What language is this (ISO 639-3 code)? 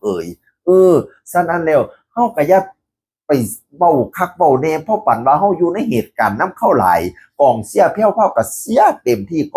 tts